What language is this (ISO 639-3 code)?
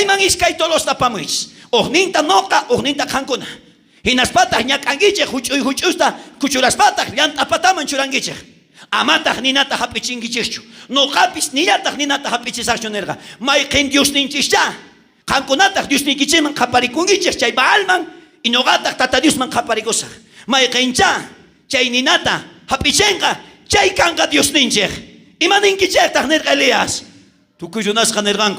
quh